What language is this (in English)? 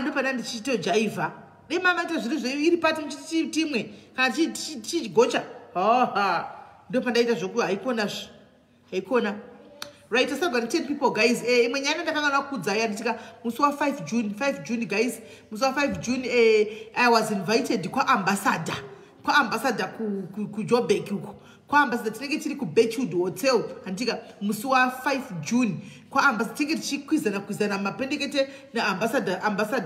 Shona